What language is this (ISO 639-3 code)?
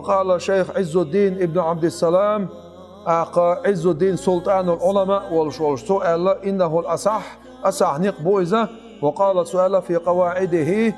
che